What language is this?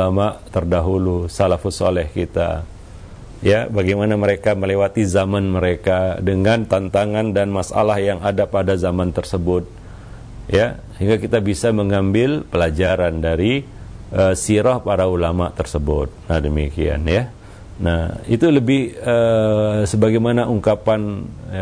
Indonesian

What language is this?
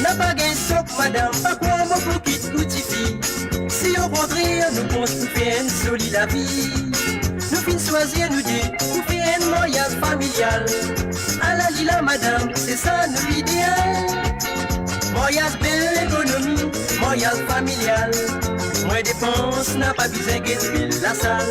Morisyen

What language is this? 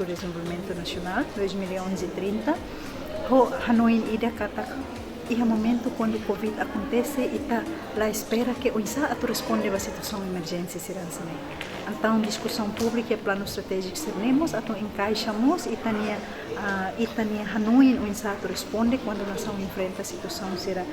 Tetum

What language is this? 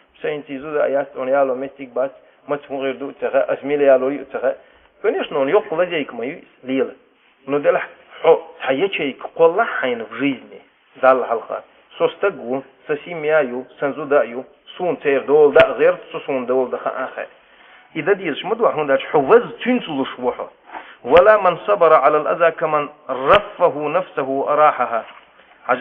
Chechen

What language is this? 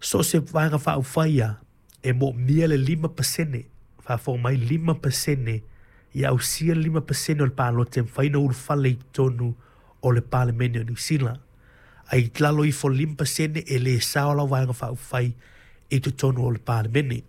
Samoan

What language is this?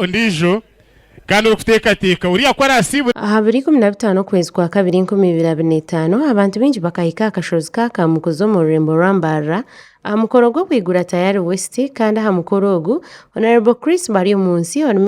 Nyankole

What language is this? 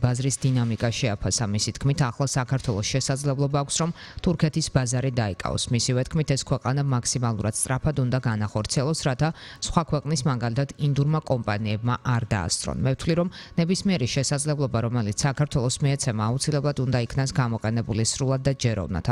Georgian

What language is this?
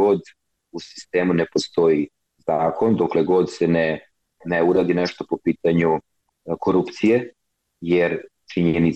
Serbian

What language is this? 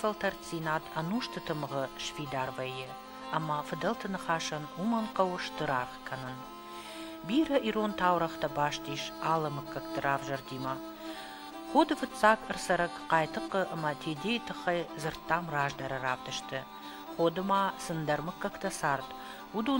Ossetic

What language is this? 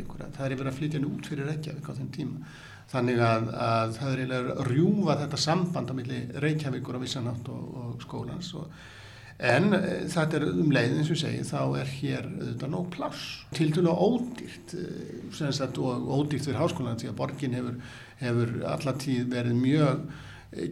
Icelandic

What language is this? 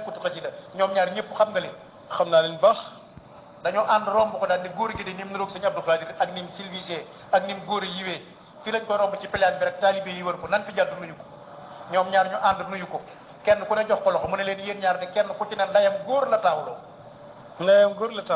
Wolof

